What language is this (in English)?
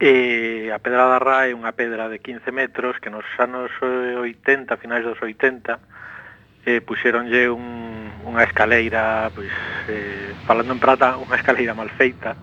Galician